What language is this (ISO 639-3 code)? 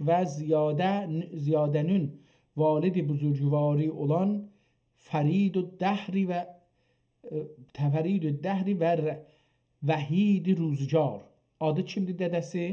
azb